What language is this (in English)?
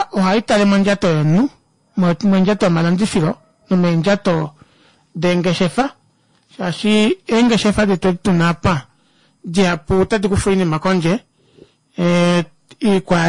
Kuanyama